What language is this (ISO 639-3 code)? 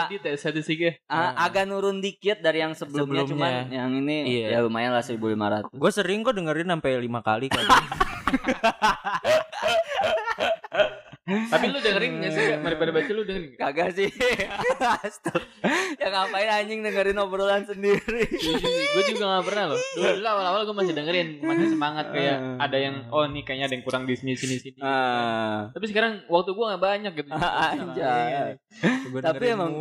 ind